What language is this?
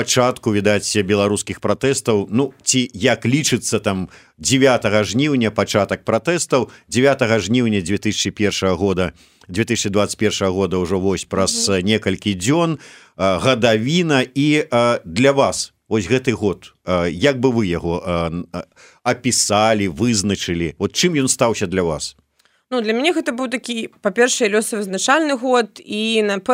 Belarusian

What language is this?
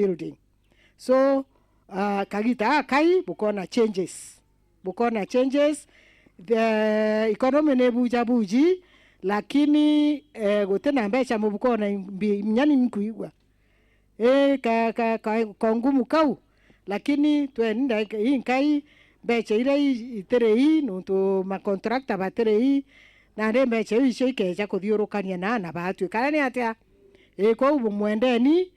Meru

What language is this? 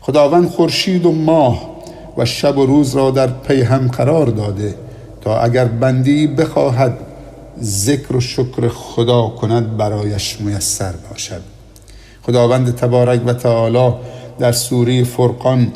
Persian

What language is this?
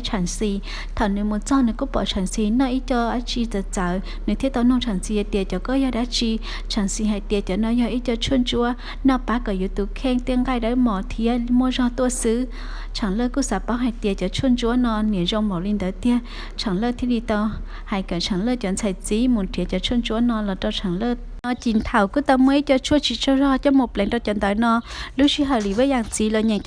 Hmong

